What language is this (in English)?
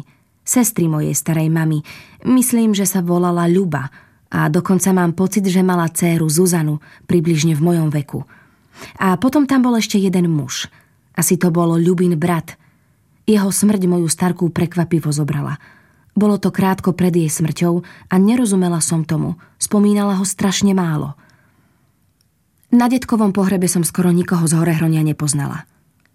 Slovak